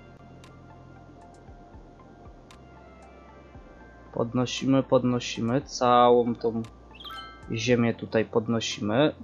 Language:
Polish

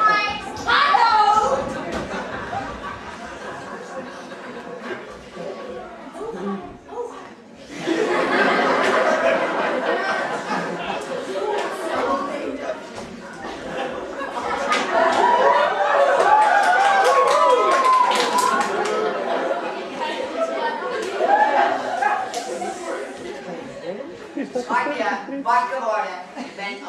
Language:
Dutch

